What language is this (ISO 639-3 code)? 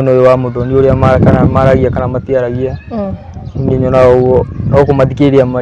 kik